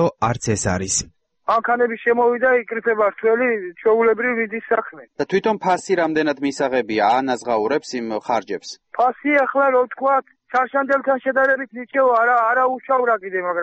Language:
Georgian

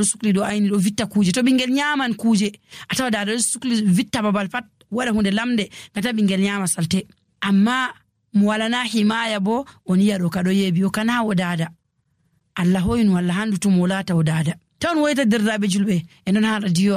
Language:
Nigerian Fulfulde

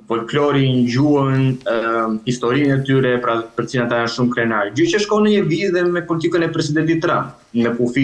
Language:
Albanian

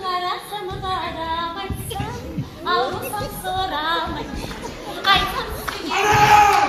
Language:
Kumyk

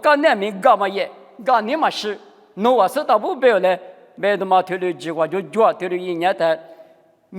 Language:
Lisu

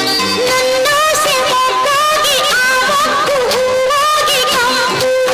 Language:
Kannada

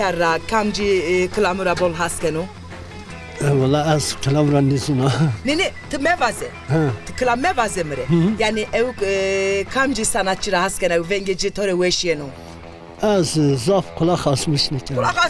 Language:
Zaza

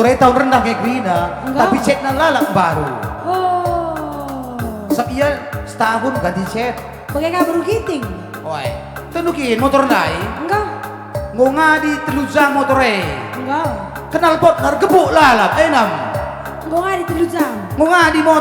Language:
Batak Karo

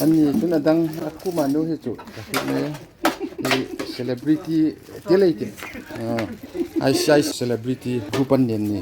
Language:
Hmar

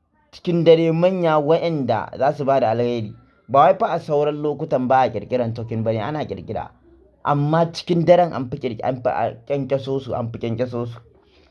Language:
Hausa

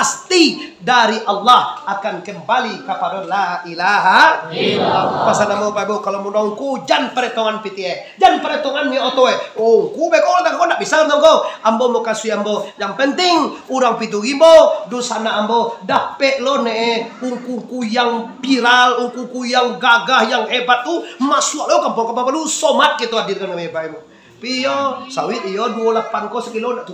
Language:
Minangkabau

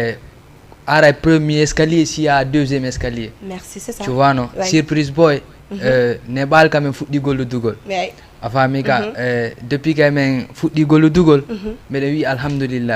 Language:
Fula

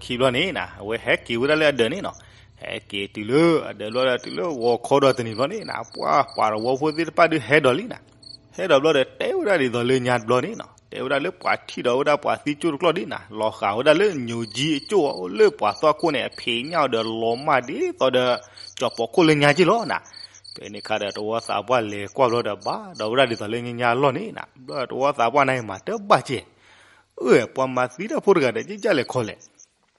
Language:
S'gaw Karen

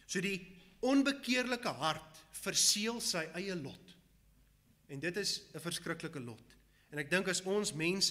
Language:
Afrikaans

